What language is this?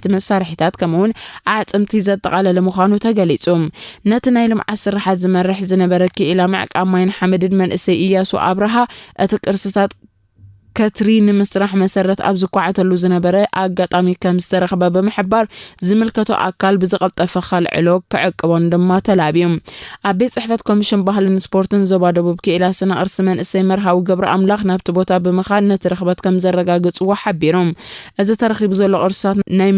Tigrinya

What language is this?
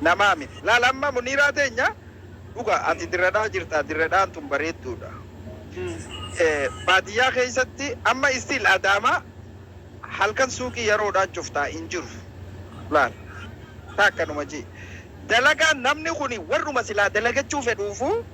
Oromo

